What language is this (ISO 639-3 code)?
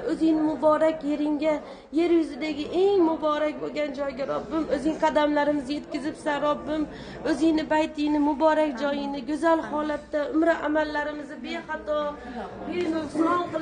uzb